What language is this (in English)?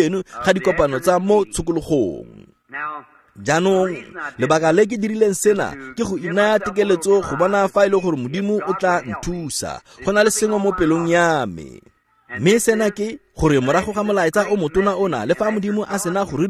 Tswana